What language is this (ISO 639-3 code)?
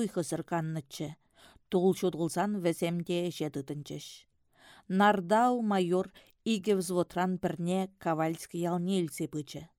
chv